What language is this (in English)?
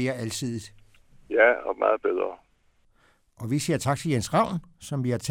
Danish